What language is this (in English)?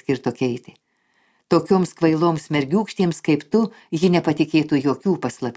Lithuanian